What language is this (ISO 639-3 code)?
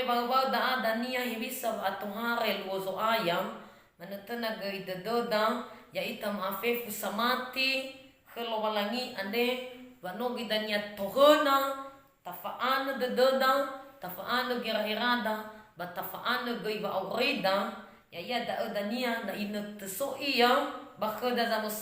nia